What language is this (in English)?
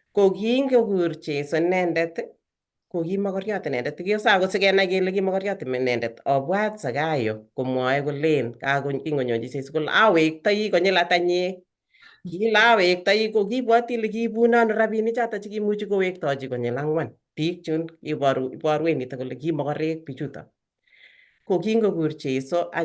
Kalenjin